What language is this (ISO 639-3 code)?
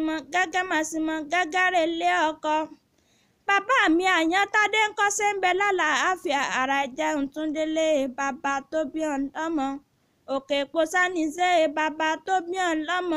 yor